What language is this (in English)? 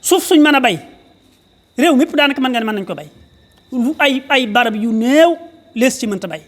Wolof